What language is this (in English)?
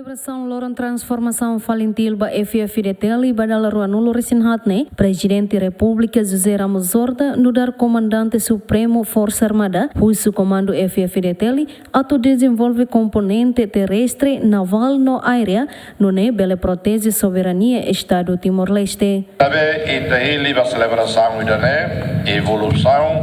Tetum